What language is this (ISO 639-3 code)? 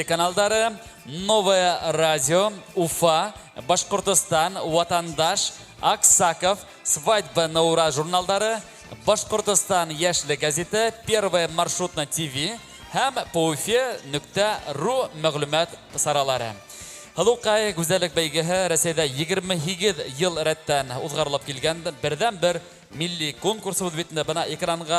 bak